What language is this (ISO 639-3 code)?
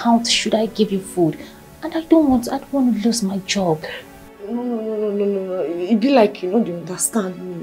pcm